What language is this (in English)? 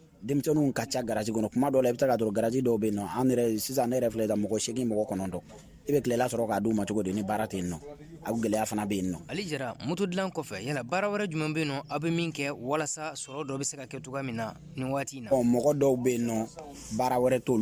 Bambara